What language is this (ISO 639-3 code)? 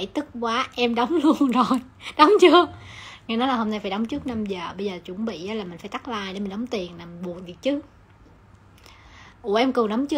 vie